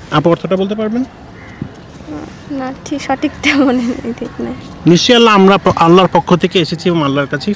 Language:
Bangla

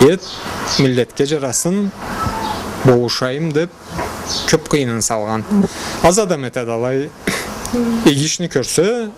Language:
Karachay-Balkar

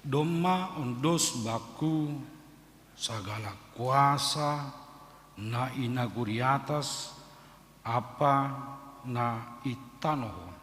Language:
Batak Simalungun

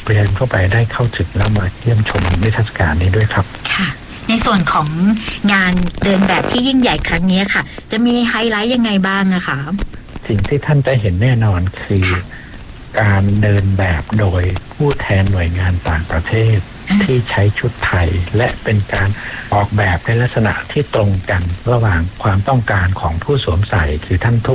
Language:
Thai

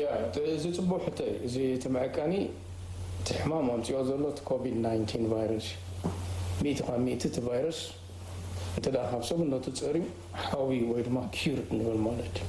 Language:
Tigrinya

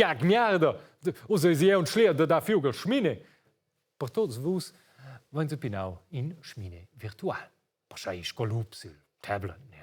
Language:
Romansh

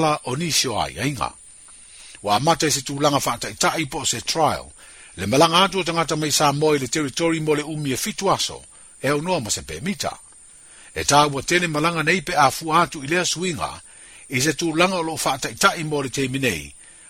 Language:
Samoan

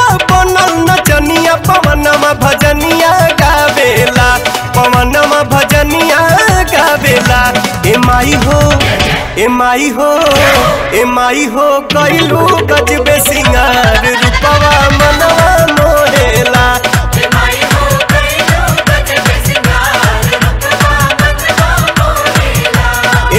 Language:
Bhojpuri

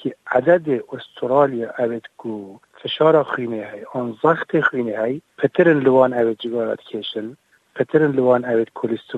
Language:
Kurdish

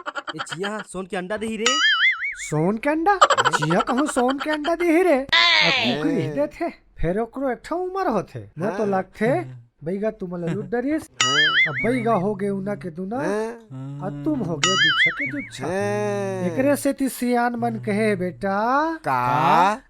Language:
Chhattisgarhi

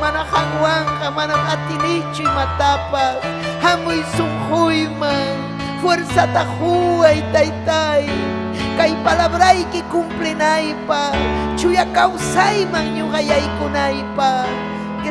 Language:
Ayacucho Quechua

